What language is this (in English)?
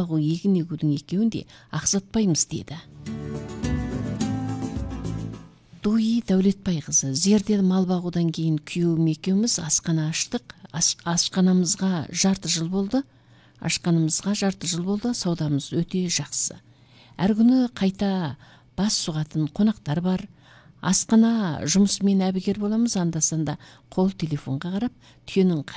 Kazakh